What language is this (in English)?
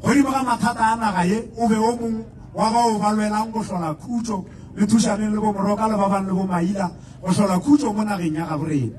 Northern Sotho